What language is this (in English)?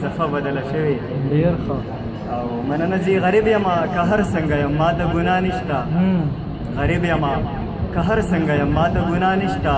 Pashto